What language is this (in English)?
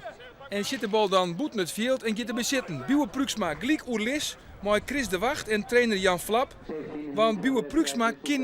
Western Frisian